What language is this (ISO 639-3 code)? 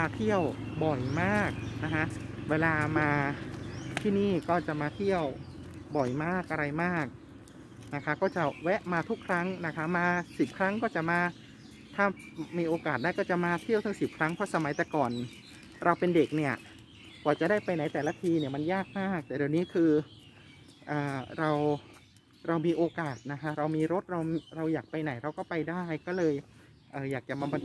tha